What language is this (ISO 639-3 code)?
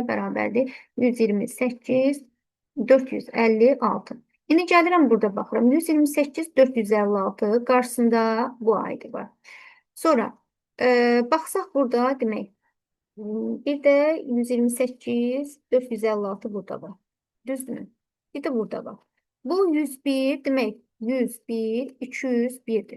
aze